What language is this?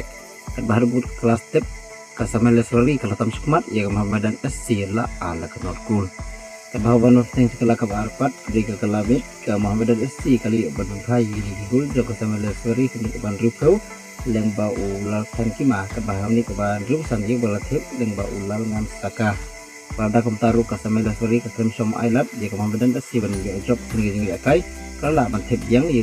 Khasi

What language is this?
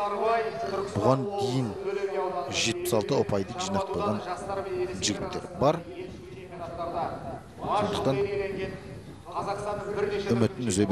Kazakh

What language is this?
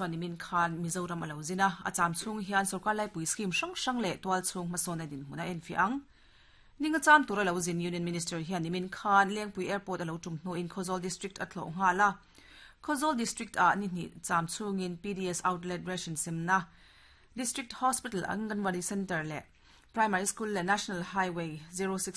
Mizo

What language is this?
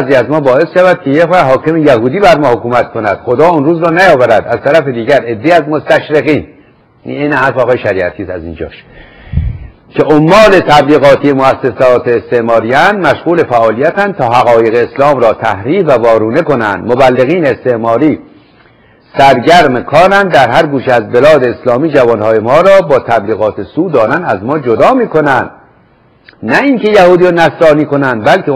Persian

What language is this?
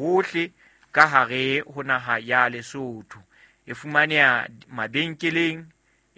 Southern Sotho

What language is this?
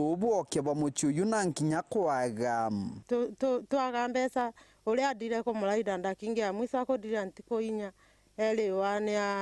Meru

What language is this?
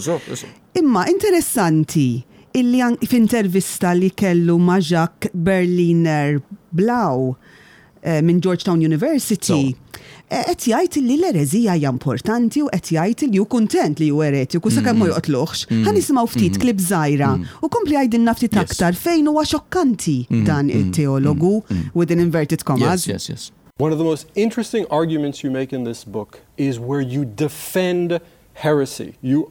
Maltese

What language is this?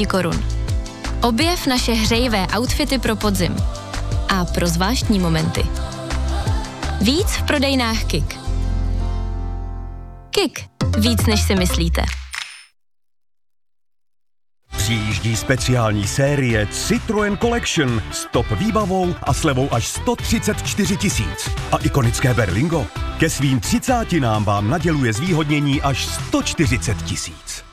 Czech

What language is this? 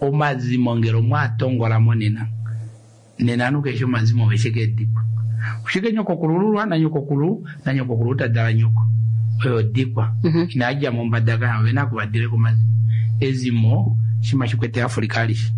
Kuanyama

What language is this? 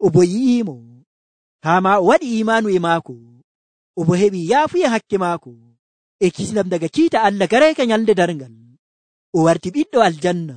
Nigerian Fulfulde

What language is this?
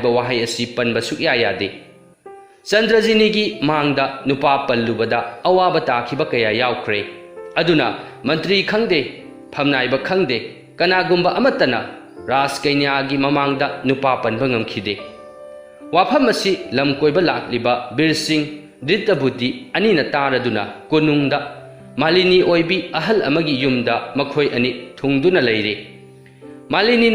Manipuri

